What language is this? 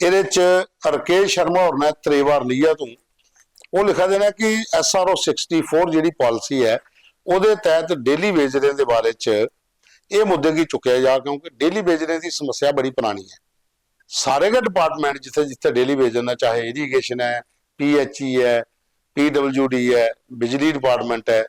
Dogri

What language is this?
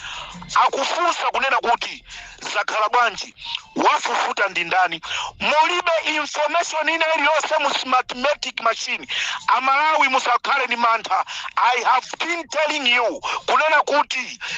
Nyanja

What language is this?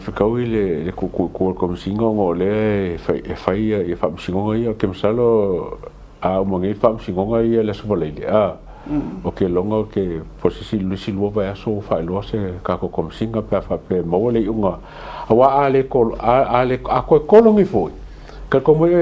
Samoan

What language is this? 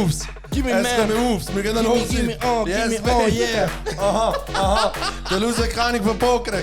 Swiss German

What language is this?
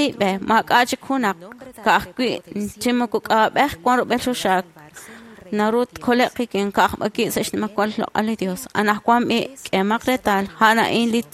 Kekchí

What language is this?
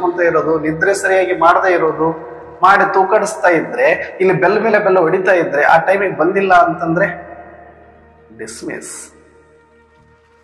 Kannada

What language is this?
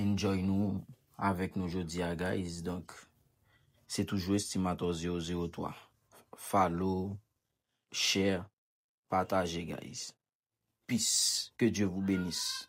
Haitian Creole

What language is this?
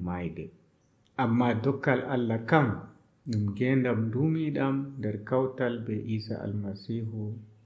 Adamawa Fulfulde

